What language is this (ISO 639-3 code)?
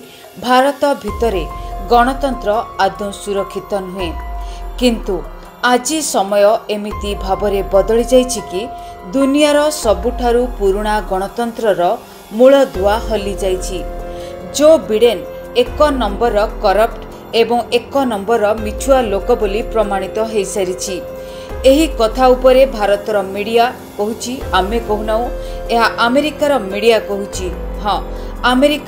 ori